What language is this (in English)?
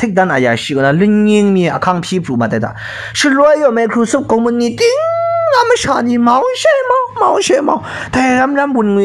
Kachin